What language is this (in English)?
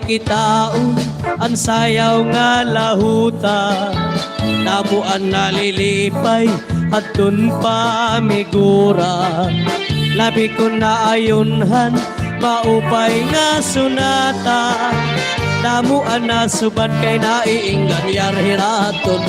Waray